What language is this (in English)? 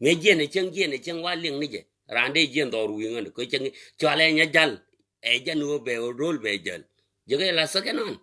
Nuer